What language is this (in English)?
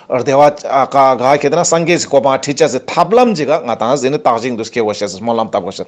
Ladakhi